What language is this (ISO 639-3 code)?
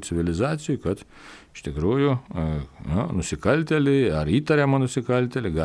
lit